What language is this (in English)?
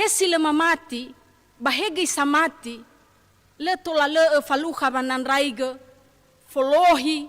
Nias